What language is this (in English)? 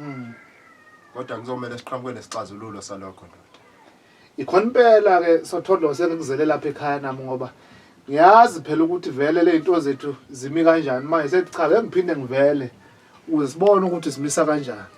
Zulu